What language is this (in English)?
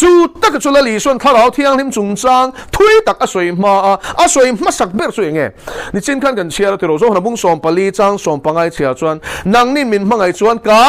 Mizo